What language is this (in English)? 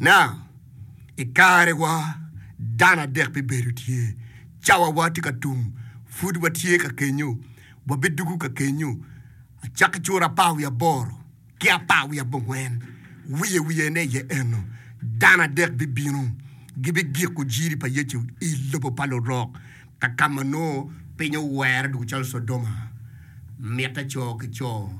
Acoli